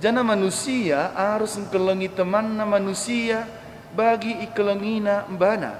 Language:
Batak Karo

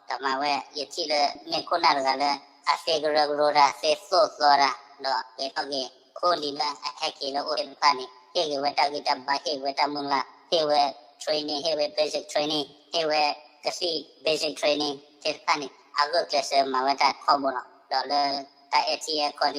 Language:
S'gaw Karen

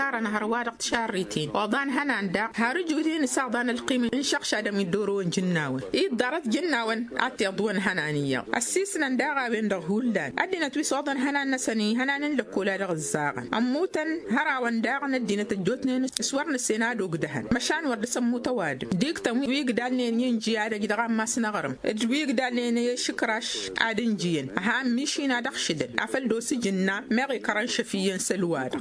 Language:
Tamasheq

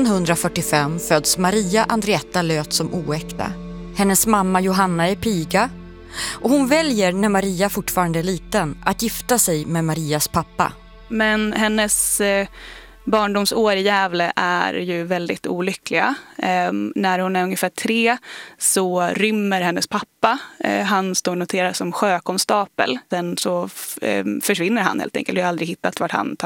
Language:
Swedish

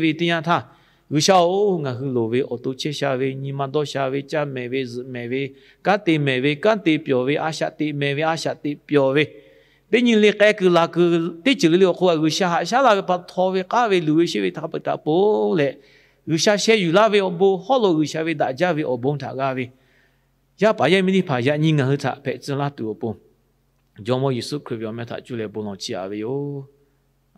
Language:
Lahu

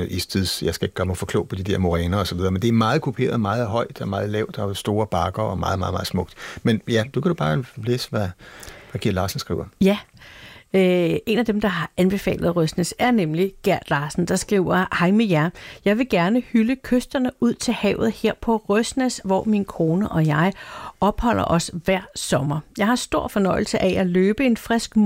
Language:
Danish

